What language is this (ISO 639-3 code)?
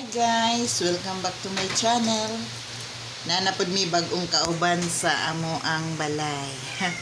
ceb